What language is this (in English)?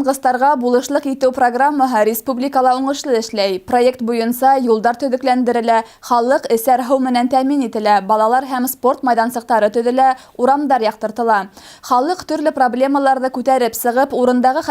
Bashkir